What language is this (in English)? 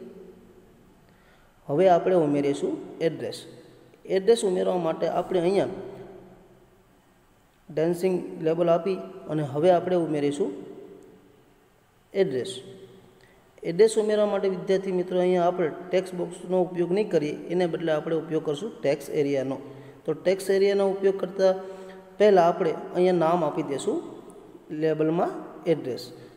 Gujarati